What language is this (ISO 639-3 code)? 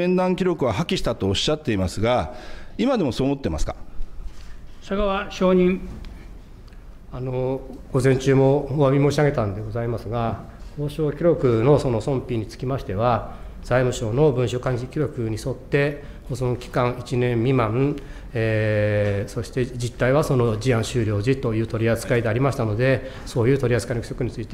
jpn